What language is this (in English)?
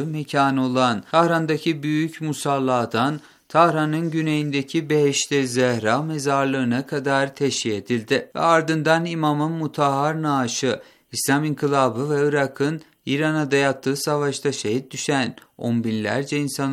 Turkish